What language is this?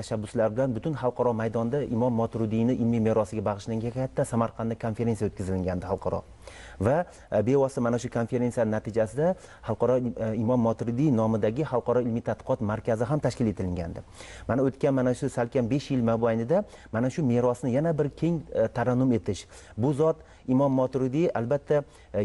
Uzbek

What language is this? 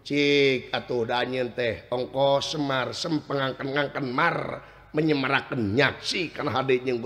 Sundanese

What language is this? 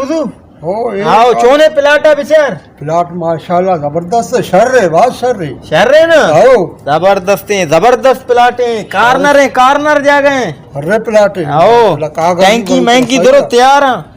Baluchi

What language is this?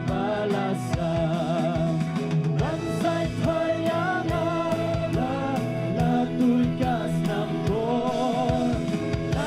Khasi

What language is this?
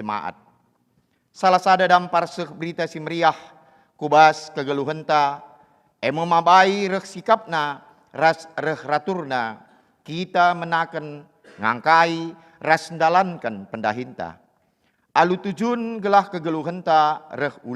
Batak Karo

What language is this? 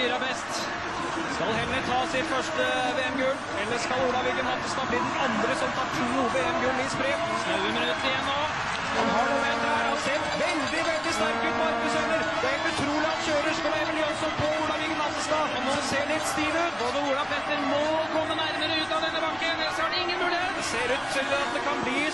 Norwegian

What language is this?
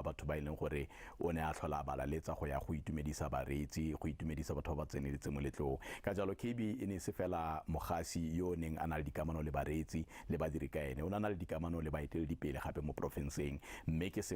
Tswana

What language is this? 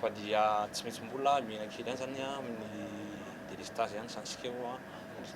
Malagasy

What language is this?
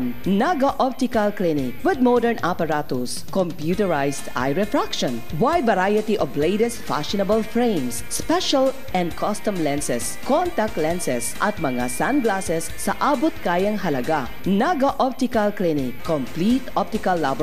Bikol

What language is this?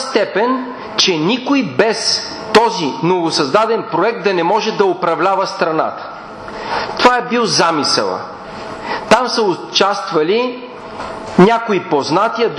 Bulgarian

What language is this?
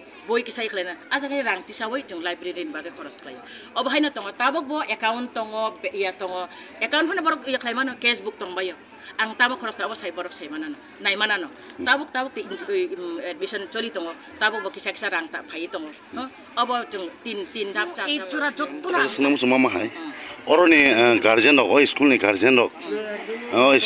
Kok Borok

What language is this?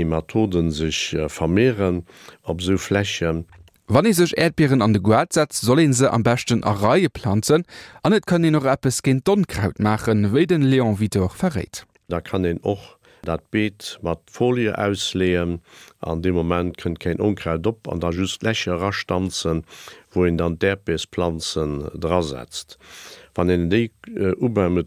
Luxembourgish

